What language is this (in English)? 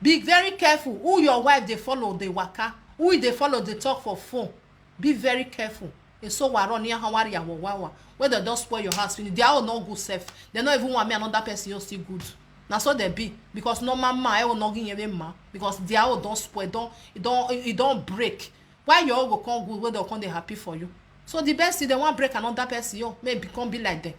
Nigerian Pidgin